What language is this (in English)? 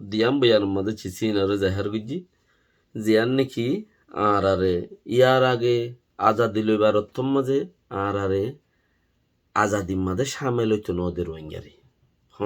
Rohingya